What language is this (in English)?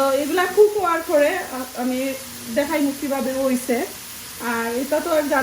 Sylheti